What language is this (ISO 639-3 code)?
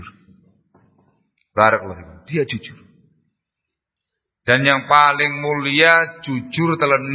ind